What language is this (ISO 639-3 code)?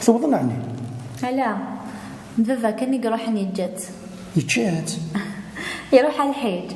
kab